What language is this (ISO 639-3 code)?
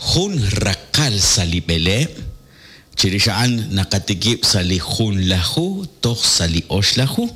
kek